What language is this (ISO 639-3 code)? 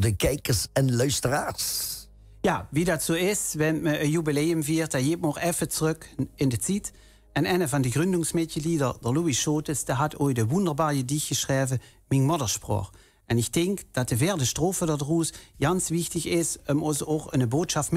lim